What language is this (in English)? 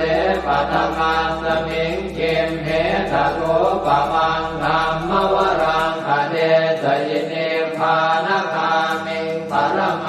Pali